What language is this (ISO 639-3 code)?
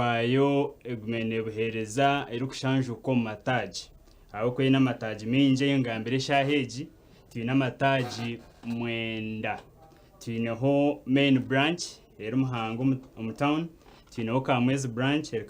nyn